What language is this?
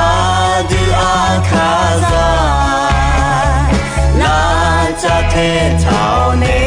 Akha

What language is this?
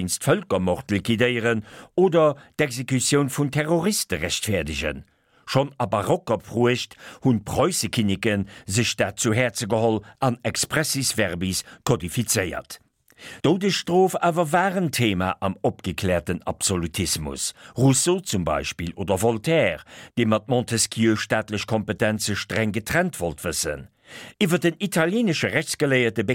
Luxembourgish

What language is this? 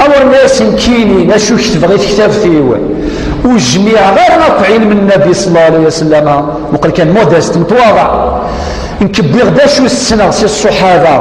Kabyle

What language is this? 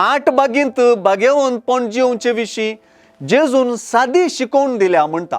Konkani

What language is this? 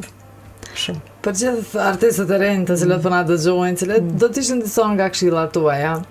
Albanian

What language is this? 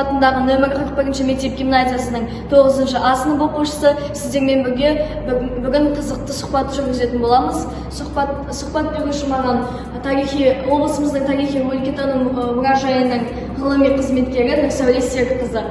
Kazakh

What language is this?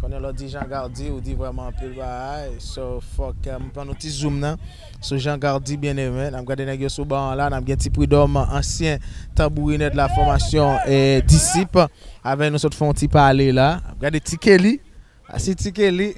Haitian Creole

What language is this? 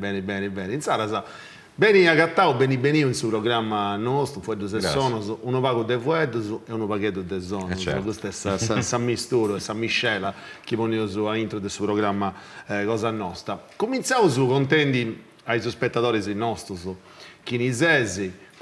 Sardinian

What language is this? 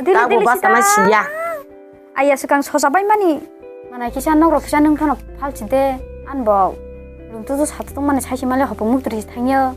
Kok Borok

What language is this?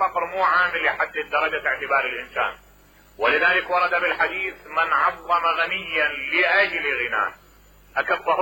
Mesopotamian Arabic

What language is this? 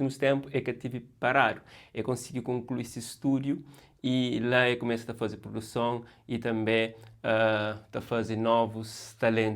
Kabuverdianu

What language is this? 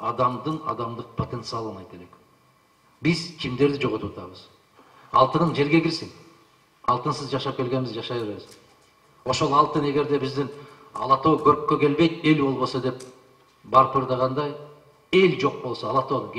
Kyrgyz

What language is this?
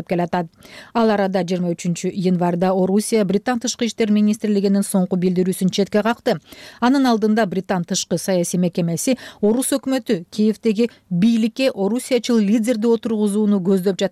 Kyrgyz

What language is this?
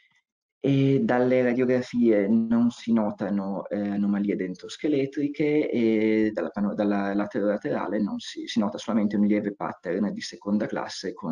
Italian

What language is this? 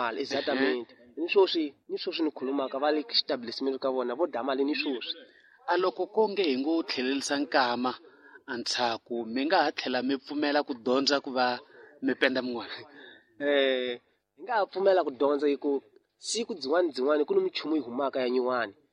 Tsonga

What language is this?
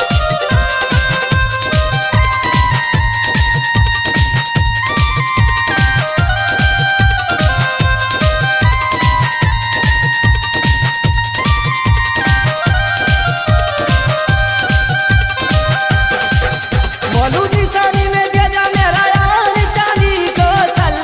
Haryanvi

